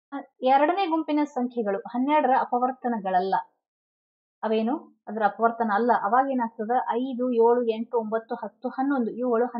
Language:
Kannada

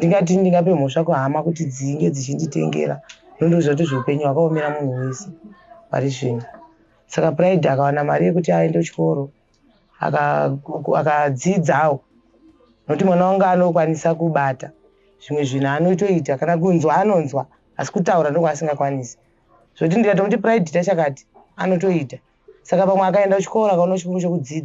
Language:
Shona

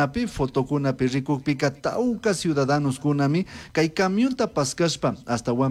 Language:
Chimborazo Highland Quichua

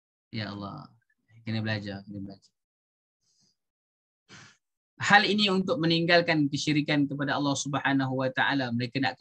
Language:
Malay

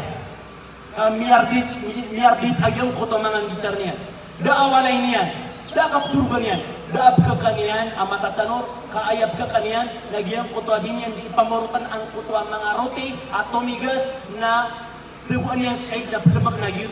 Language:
Maranao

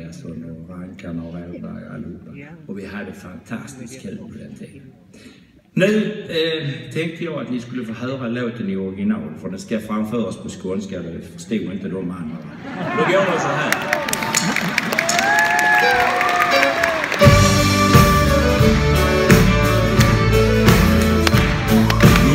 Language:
Swedish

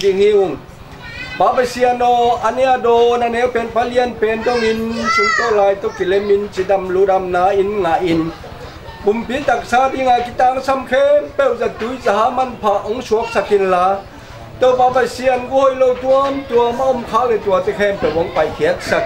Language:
Tedim Chin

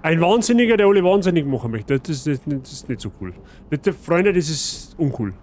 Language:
Bavarian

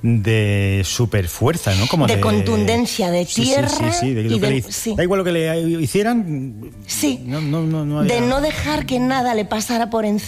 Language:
Spanish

